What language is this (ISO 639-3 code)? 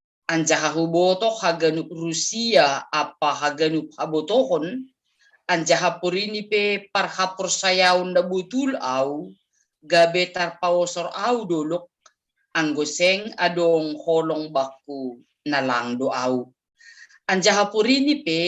bts